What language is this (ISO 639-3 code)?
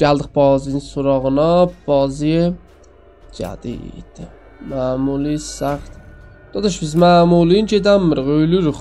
azb